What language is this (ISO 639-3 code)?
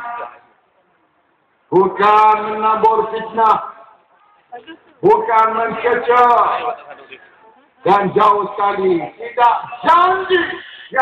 msa